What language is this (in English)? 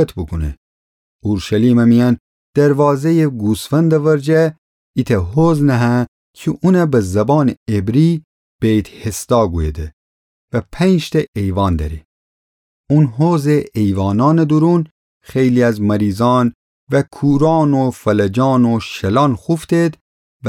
Gilaki